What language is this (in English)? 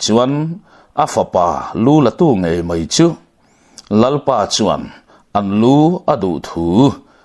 Mizo